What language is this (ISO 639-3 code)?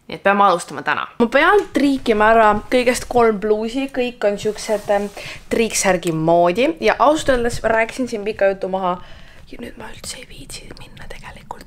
est